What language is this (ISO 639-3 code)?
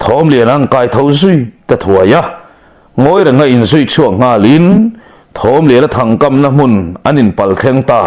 lus